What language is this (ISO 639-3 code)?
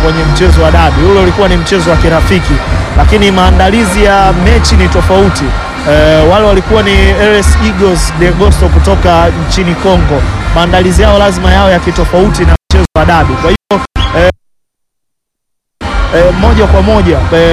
swa